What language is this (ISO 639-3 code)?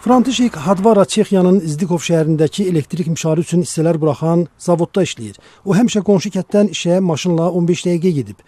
aze